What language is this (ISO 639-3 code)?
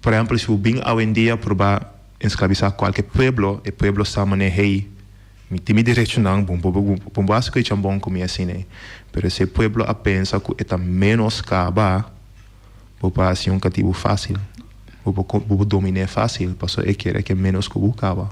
pap